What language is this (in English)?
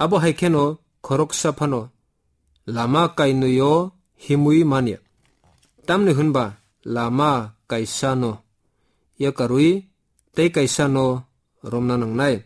Kok Borok